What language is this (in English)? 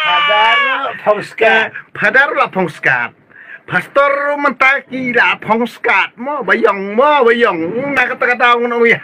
Khasi